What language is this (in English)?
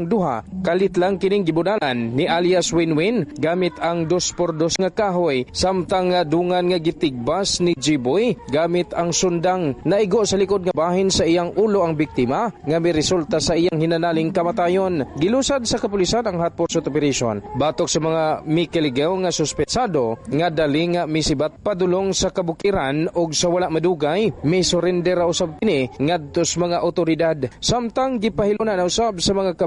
Cebuano